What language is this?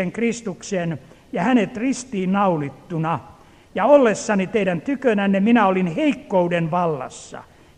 Finnish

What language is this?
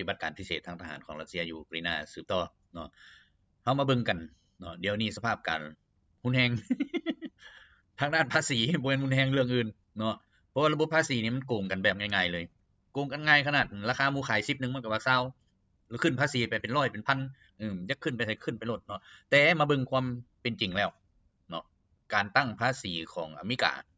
Lao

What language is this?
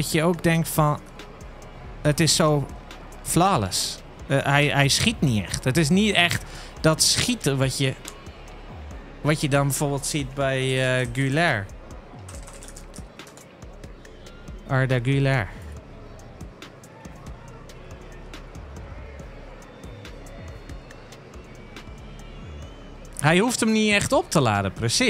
Dutch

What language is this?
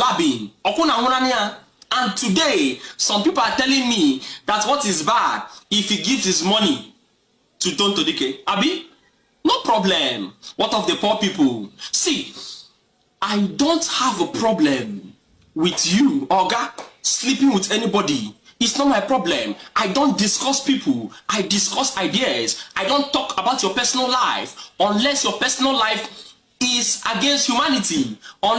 Nigerian Pidgin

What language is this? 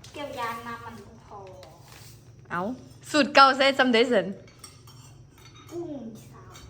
Lao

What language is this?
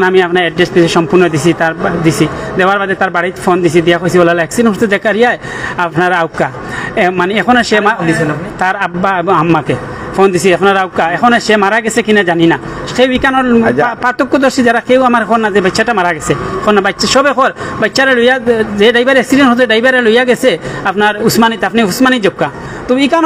Sylheti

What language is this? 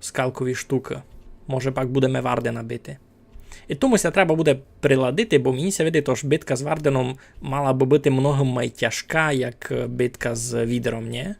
Rusyn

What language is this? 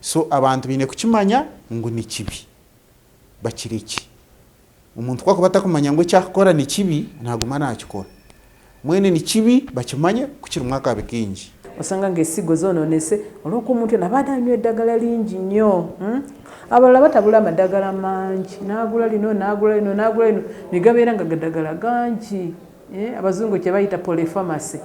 Nyankole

